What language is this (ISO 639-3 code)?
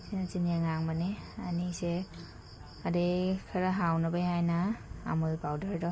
mni